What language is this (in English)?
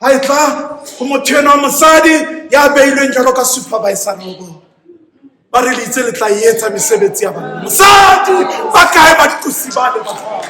Southern Sotho